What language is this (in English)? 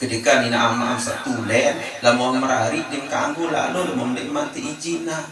Sasak